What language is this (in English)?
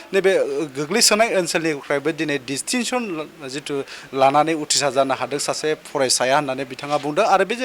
Bodo